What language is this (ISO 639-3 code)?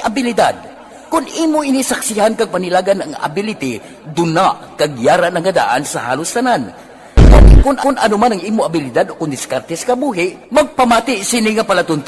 hil